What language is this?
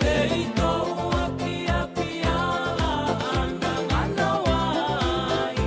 Fijian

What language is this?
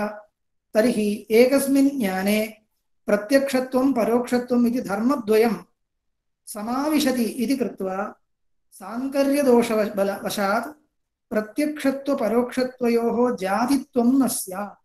Sanskrit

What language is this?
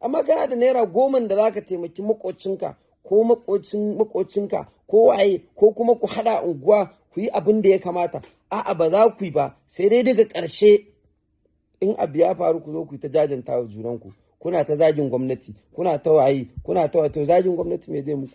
Hausa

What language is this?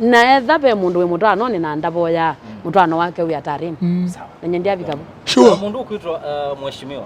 Kamba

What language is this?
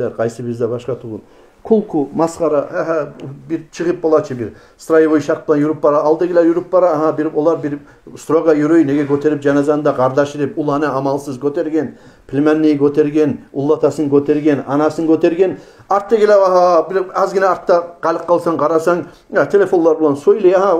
Kumyk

